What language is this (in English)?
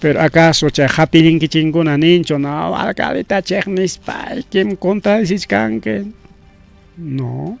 Ayacucho Quechua